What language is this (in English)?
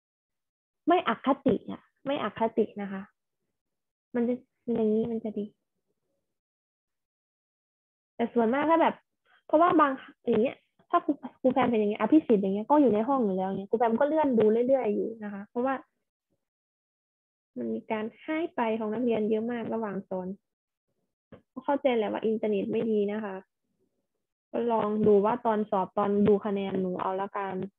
Thai